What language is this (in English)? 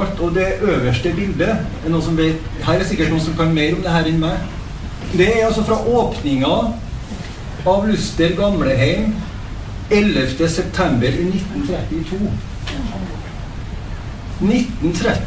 Norwegian